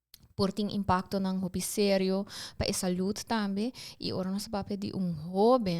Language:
Papiamento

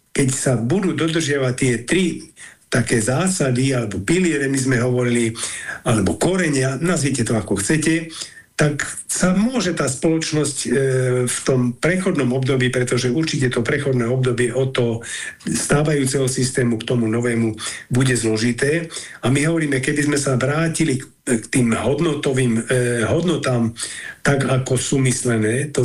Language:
Slovak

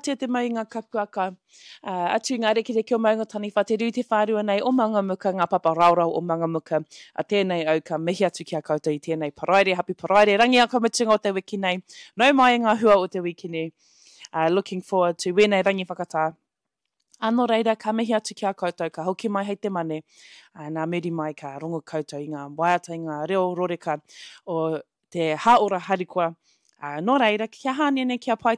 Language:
Māori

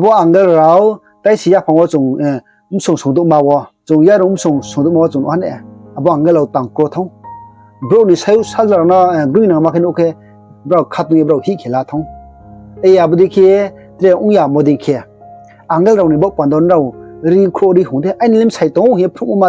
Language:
Riang (India)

